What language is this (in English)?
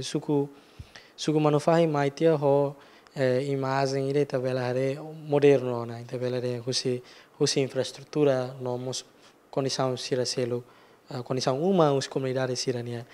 Tetum